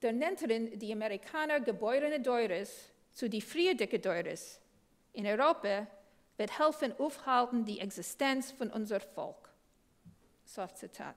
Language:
Yiddish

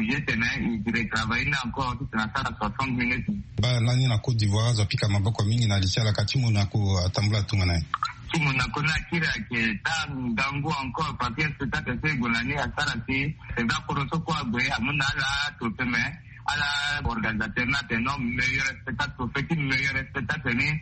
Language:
Sango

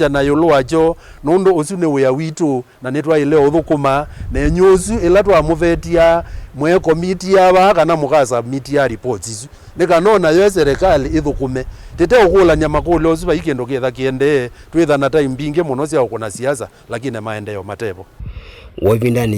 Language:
Kamba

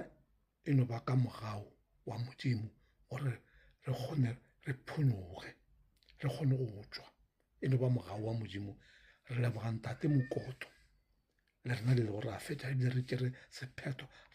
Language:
Northern Sotho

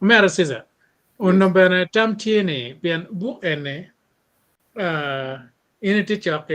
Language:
Acoli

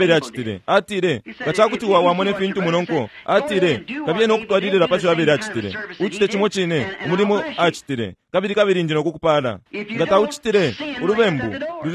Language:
Bemba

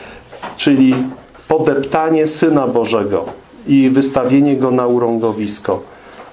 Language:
Polish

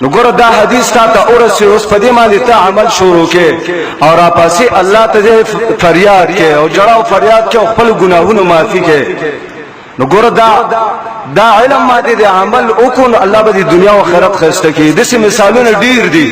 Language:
Pashto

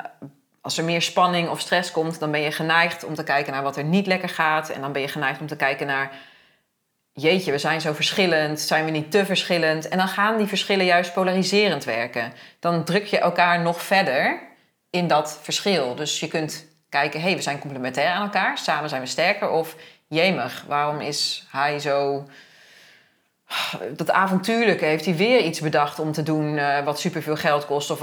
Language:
Dutch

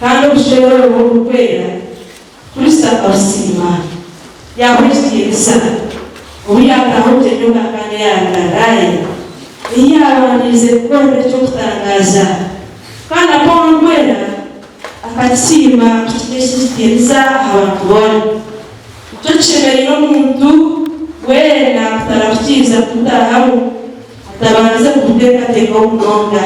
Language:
Nyankole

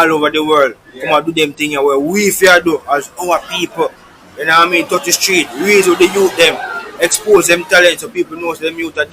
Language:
Jamaican Creole English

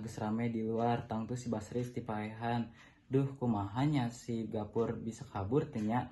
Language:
Sundanese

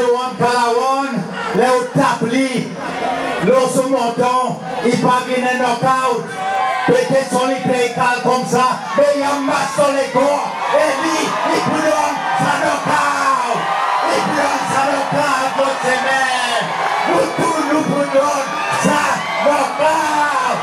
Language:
Seselwa Creole French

